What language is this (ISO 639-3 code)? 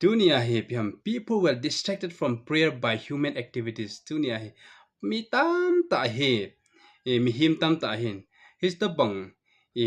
tcz